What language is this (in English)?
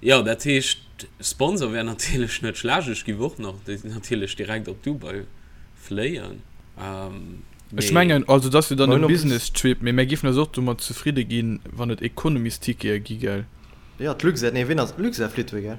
Luxembourgish